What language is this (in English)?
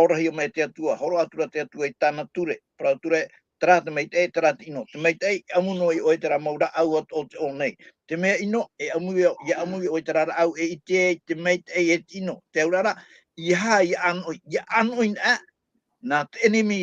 Tahitian